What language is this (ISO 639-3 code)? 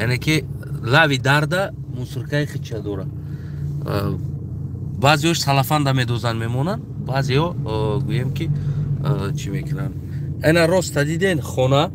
tgk